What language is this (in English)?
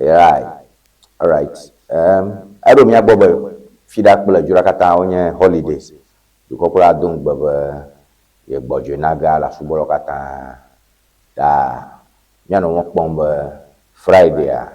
Ewe